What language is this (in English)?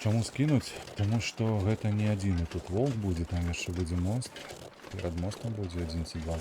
Belarusian